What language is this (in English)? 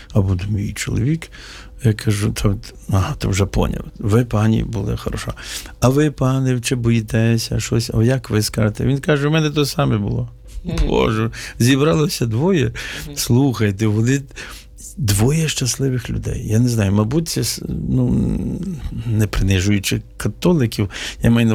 Ukrainian